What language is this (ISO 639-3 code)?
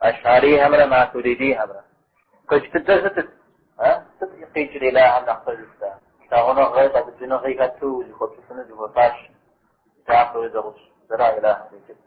kbd